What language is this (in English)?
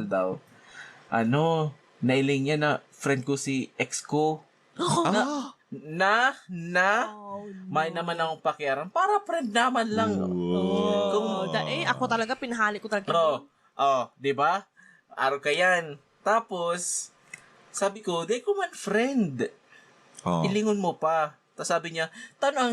Bikol